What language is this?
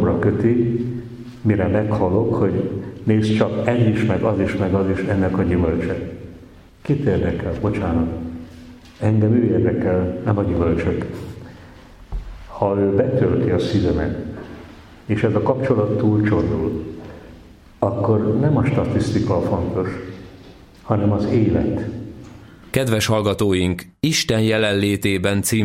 Hungarian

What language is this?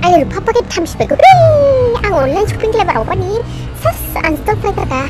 Dimasa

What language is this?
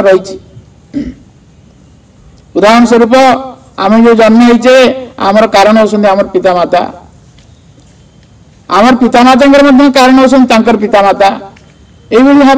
Odia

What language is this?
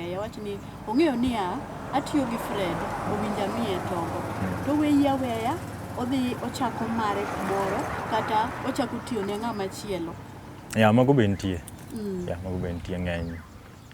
Luo (Kenya and Tanzania)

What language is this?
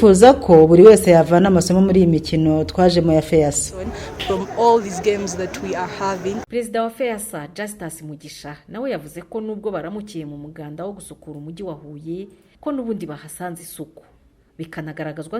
Kinyarwanda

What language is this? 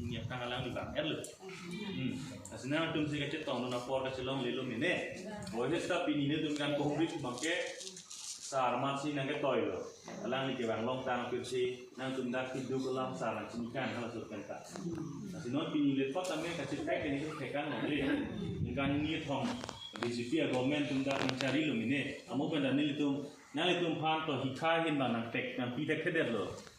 Karbi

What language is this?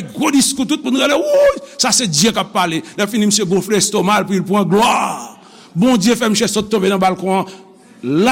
Haitian Creole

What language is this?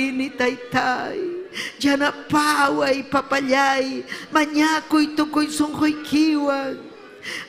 Ayacucho Quechua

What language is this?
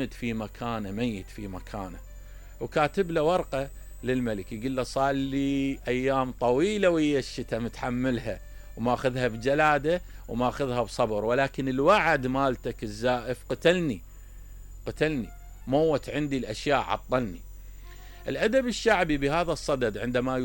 Mesopotamian Arabic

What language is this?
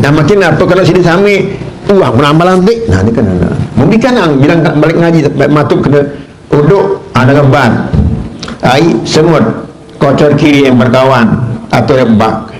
Sasak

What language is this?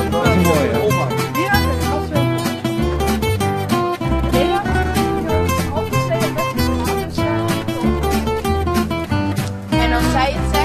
Dutch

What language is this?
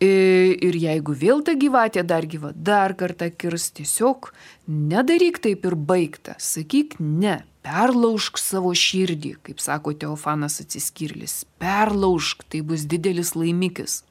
Lithuanian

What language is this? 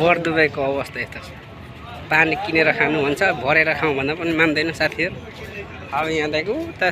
Nepali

